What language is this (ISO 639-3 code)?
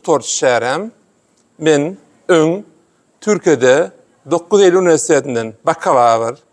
tuk